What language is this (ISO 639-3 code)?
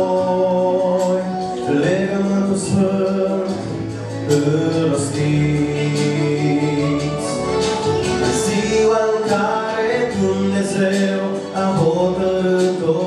ron